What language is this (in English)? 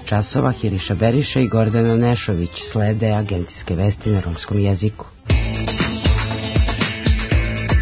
Serbian